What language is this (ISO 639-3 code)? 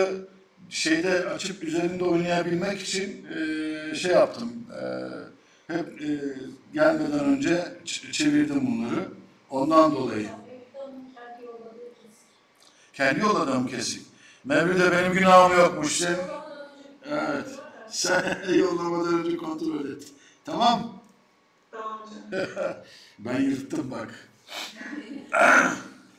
tur